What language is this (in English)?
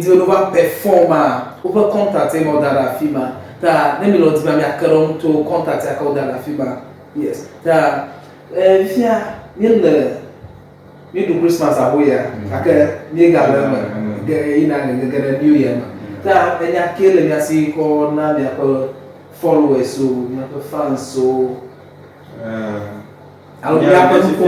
Ewe